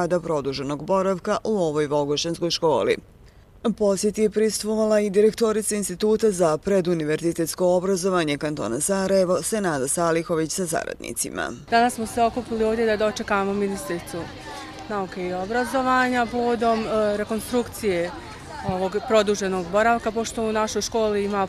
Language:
Bosnian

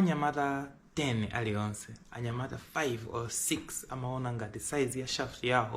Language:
Nyanja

